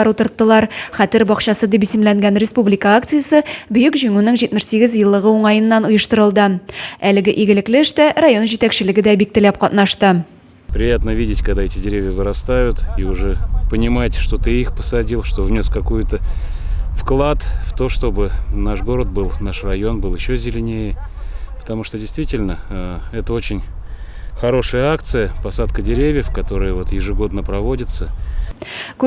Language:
Tatar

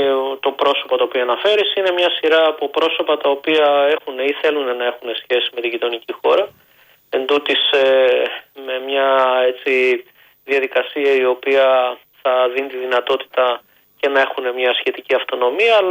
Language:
Greek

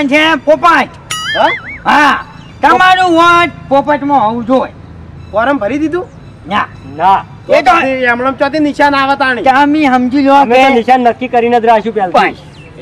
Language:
Gujarati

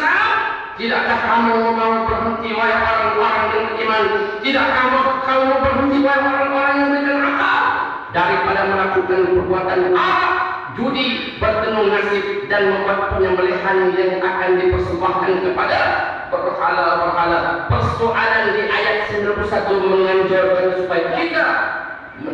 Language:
Malay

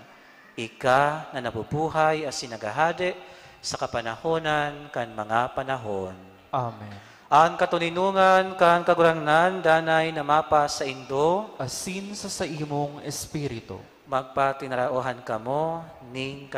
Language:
Bikol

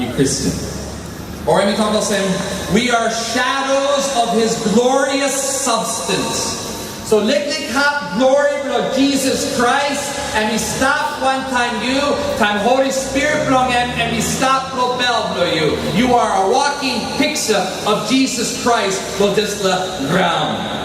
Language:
Tok Pisin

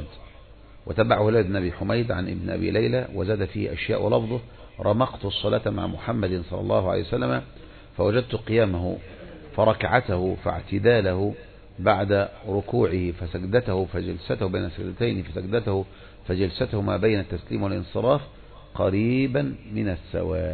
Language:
Arabic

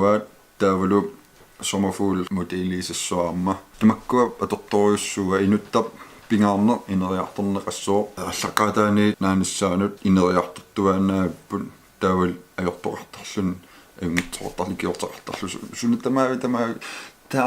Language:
Kalaallisut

